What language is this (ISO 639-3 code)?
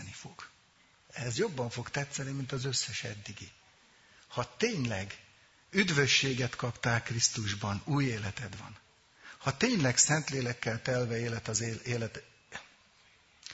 hun